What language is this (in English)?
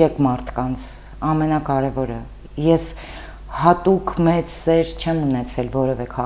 Armenian